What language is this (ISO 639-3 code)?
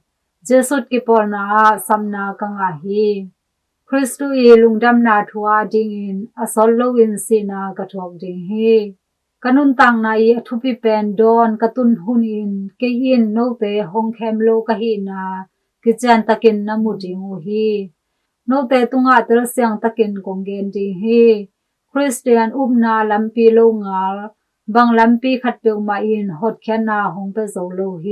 ctd